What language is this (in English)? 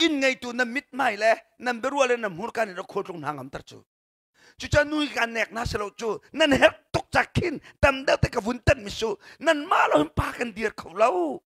Hakha Chin